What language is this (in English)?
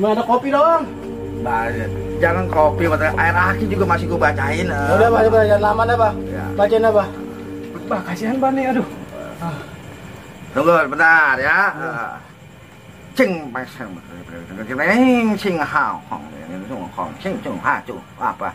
Betawi